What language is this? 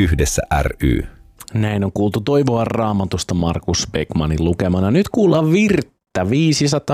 Finnish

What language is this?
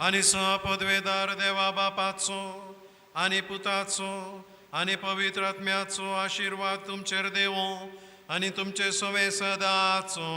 Konkani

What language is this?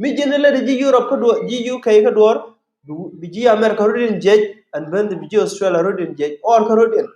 Nuer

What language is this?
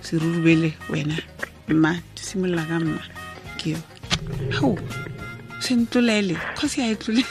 Tswana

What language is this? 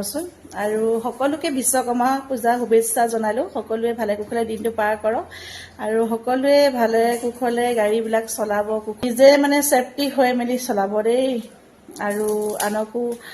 Assamese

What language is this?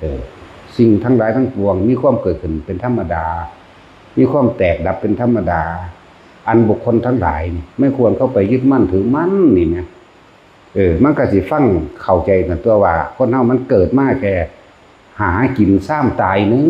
Northeastern Thai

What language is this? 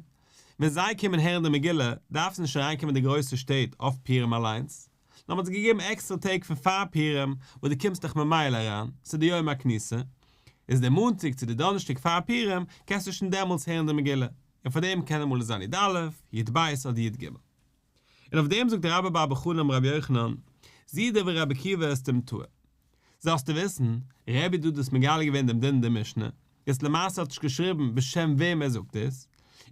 Yiddish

